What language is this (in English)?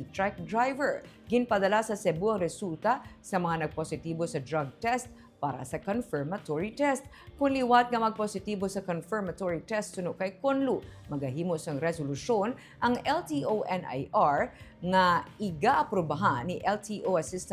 Hiligaynon